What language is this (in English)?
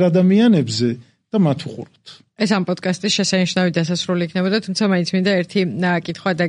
Georgian